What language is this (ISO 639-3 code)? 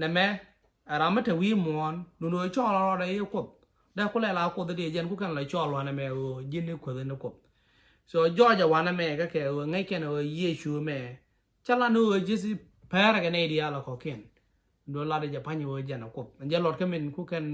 nus